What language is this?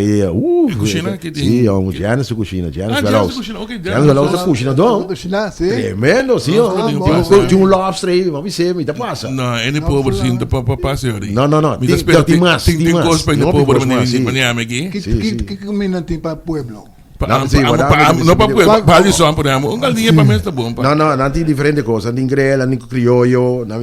Papiamento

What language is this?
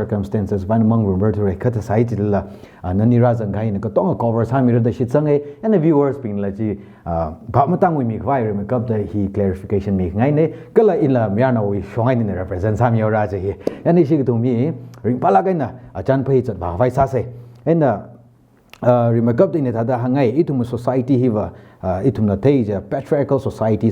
Tangkhul Naga (India)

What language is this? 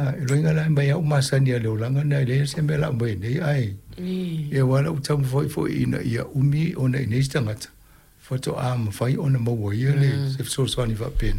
Samoan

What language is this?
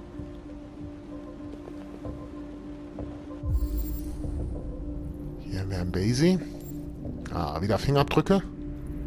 German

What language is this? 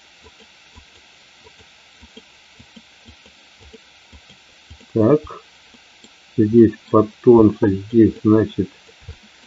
Russian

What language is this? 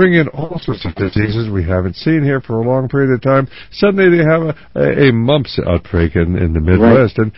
English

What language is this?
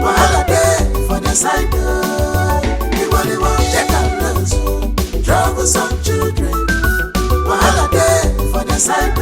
Nigerian Pidgin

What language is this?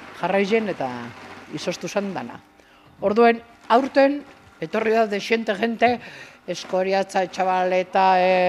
Basque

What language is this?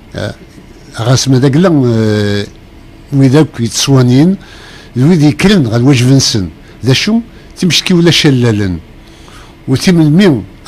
Kabyle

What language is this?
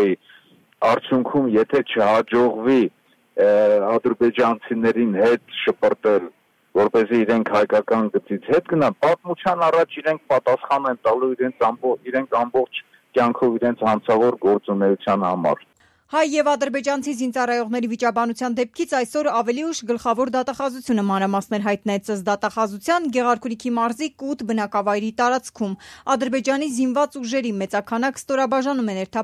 Armenian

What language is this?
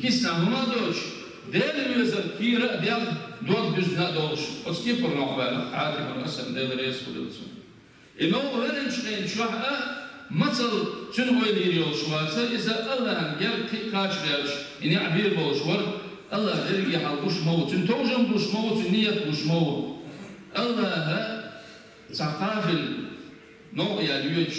Chechen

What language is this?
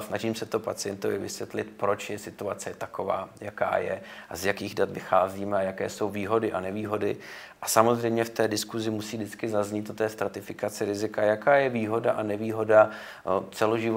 Czech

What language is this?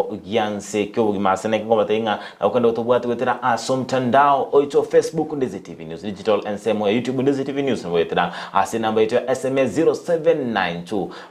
Gusii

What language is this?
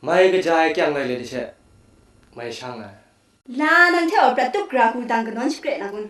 Kachin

